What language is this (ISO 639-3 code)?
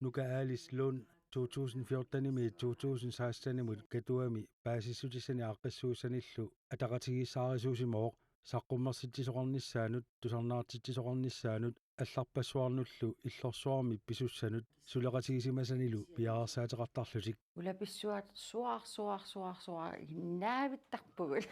kal